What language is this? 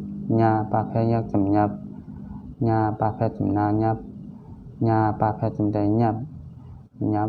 Shan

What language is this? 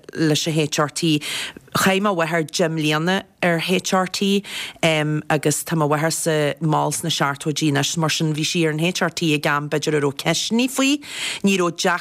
Irish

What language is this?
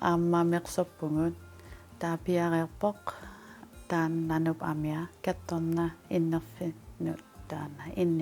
Kalaallisut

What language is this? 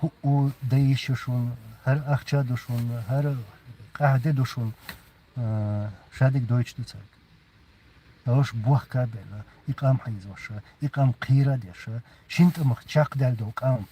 Chechen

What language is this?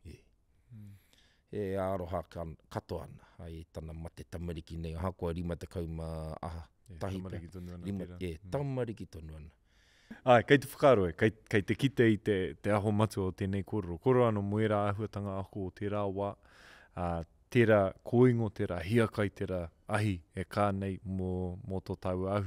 Māori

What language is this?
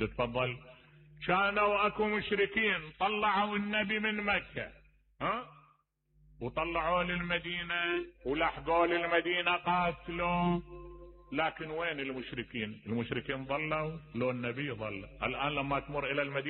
Mesopotamian Arabic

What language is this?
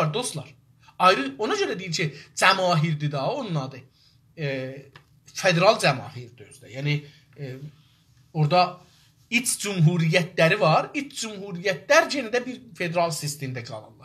South Azerbaijani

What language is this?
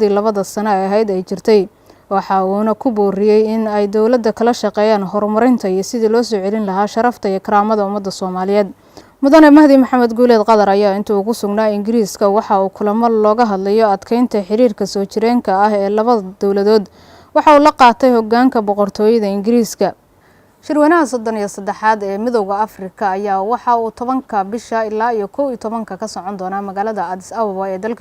Somali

